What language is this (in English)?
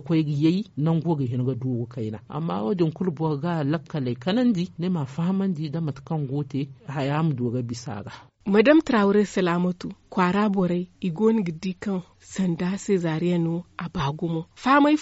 Zarma